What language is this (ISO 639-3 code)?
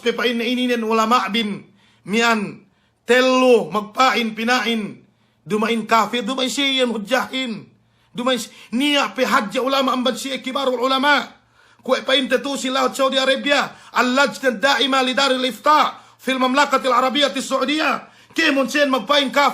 yka